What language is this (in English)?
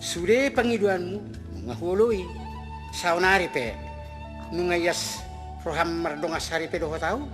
Batak Toba